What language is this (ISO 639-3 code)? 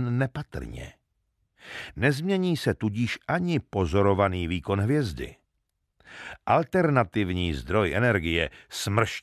ces